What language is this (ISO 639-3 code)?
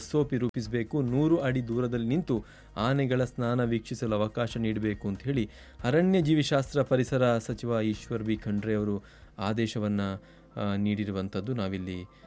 kan